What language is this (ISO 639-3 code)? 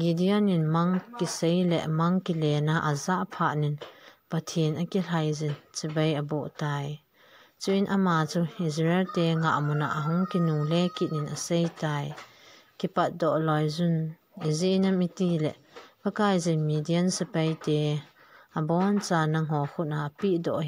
tcz